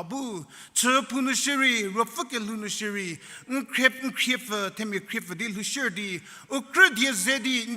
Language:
Angami Naga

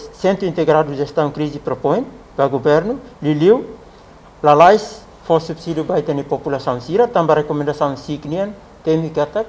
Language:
Tetum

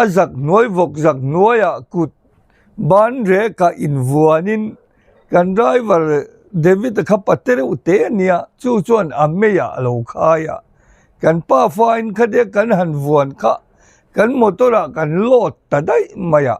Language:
Mizo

